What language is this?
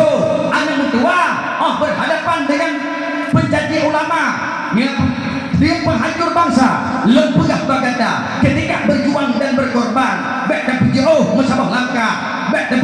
Achinese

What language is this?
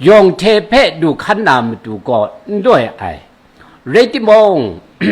Kachin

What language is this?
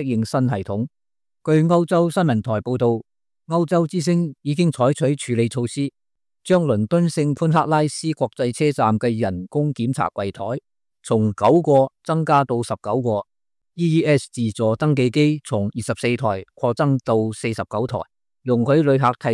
Cantonese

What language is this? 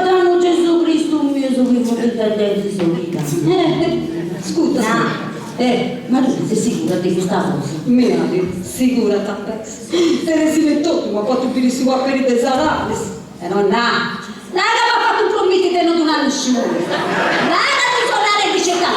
Sardinian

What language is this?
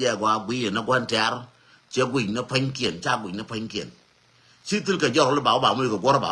Nuer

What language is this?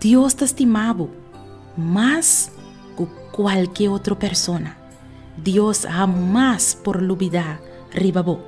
Papiamento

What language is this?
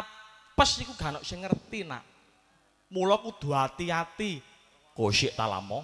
Javanese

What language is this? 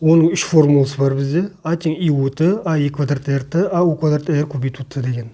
Kazakh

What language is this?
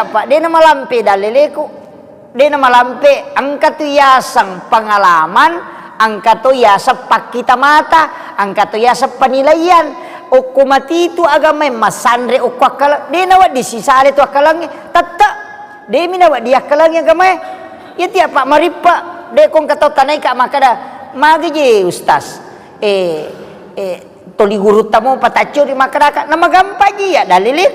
Buginese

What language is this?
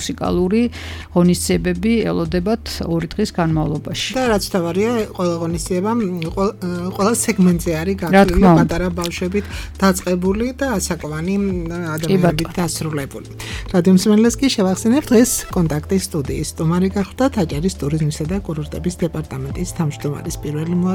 Georgian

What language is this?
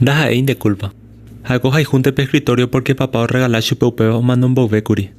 Guarani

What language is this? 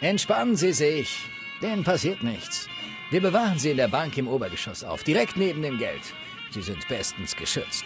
Bavarian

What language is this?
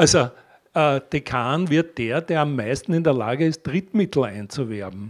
German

